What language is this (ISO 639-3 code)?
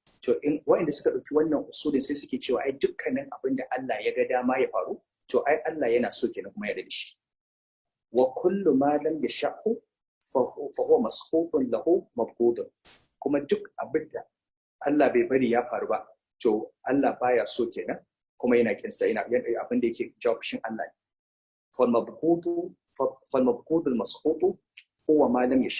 hau